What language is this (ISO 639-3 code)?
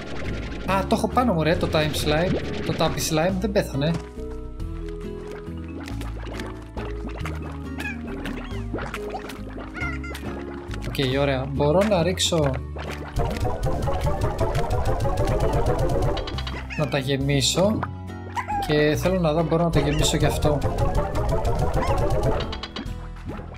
ell